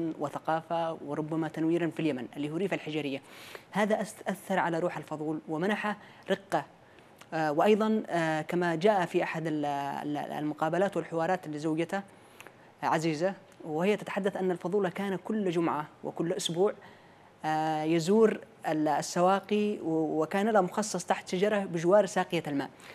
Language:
Arabic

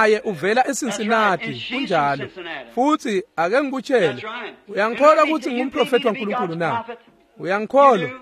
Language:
Swati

